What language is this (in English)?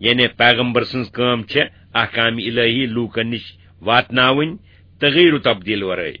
Kashmiri